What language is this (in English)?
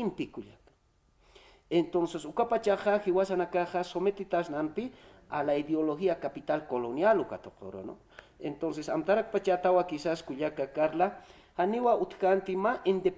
Aymara